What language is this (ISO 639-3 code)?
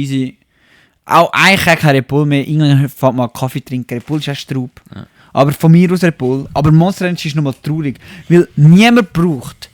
gsw